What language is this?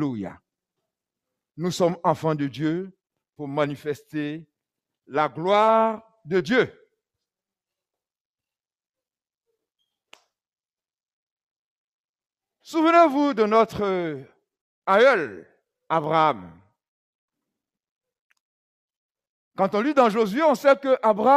French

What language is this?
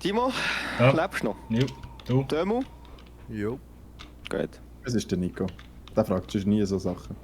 Swiss German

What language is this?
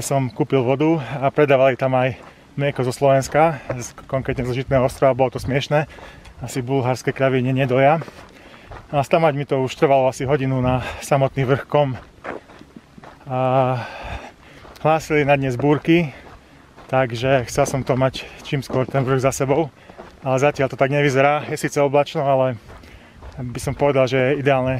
Slovak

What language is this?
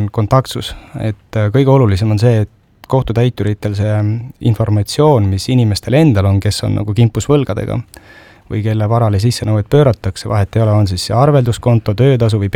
Estonian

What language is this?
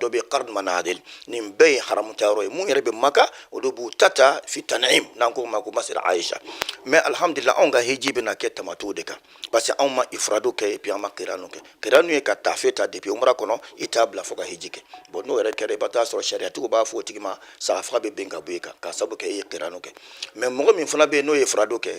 Bambara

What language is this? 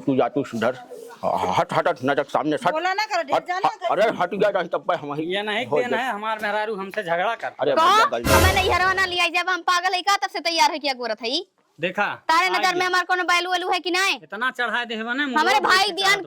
Awadhi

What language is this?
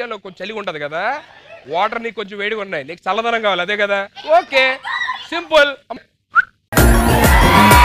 Telugu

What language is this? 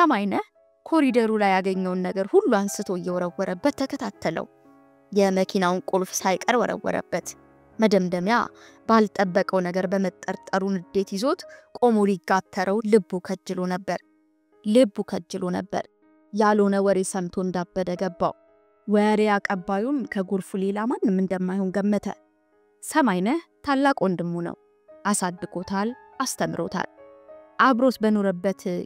Amharic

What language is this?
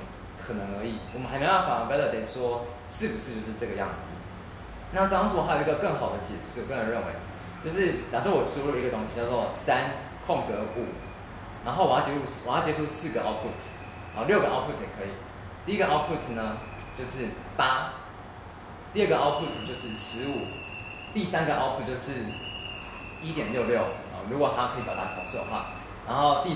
Chinese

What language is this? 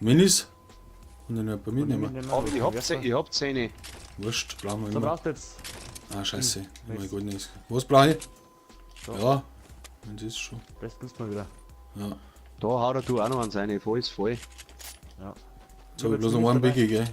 Bavarian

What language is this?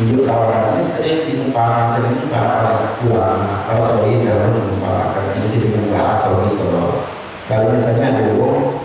Musi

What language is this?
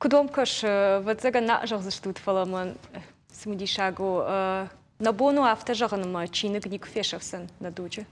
Ossetic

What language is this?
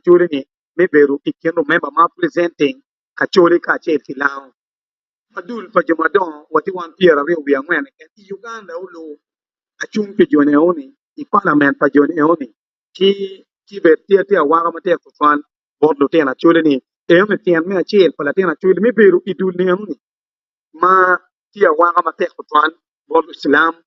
Acoli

